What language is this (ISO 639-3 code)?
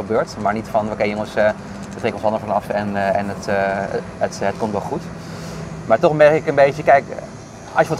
nld